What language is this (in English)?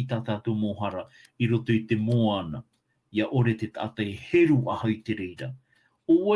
Tahitian